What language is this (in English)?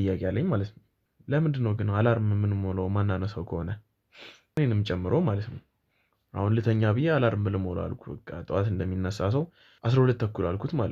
Amharic